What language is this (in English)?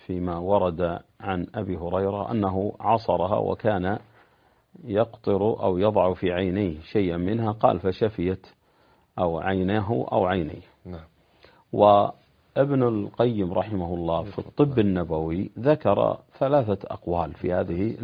Arabic